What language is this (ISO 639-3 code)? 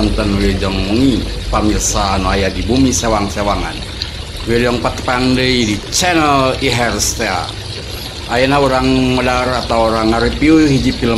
sun